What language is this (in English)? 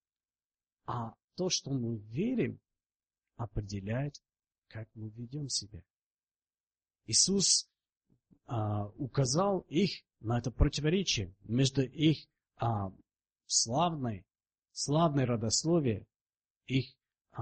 Russian